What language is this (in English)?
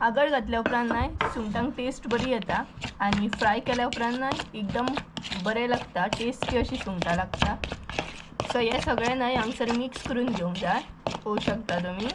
Konkani